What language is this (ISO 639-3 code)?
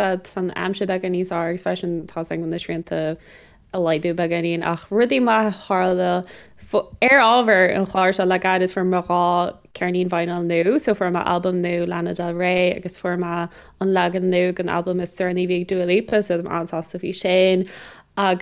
gle